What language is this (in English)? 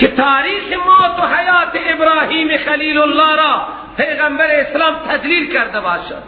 Persian